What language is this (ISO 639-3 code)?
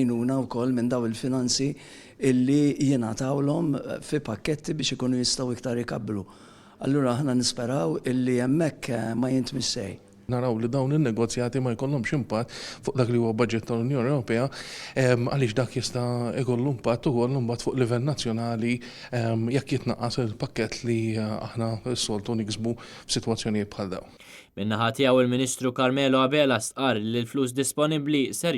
mlt